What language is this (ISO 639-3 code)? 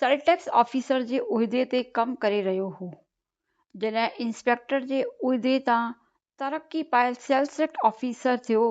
snd